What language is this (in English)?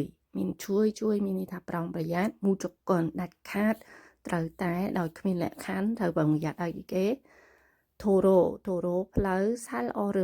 Khmer